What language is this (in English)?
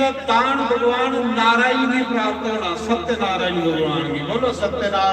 Dogri